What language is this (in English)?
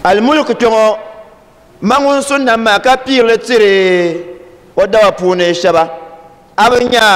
Dagbani